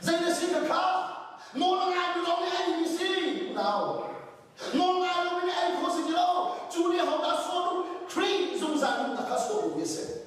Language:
Hakha Chin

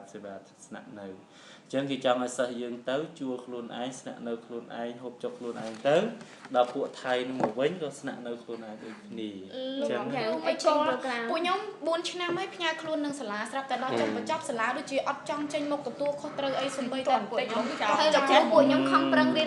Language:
Khmer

